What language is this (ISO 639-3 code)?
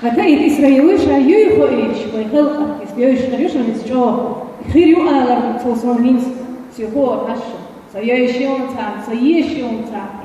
che